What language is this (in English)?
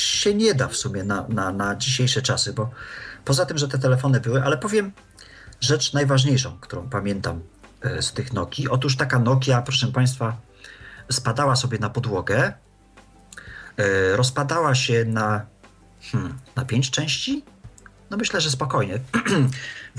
Polish